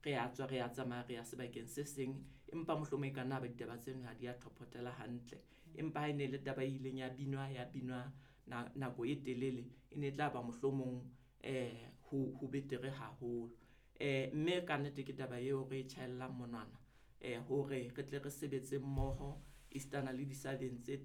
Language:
Southern Sotho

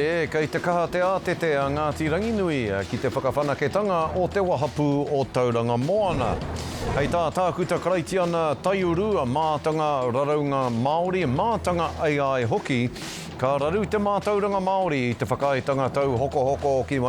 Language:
Māori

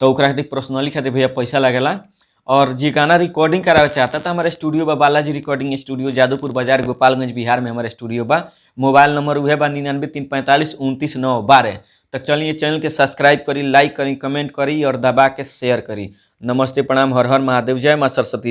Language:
Bhojpuri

